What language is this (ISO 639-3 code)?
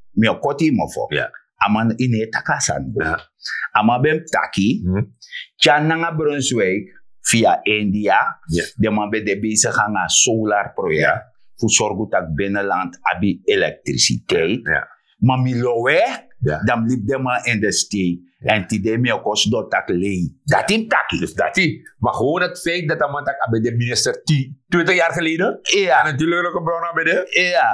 srn